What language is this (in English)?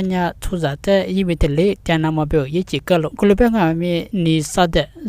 Lisu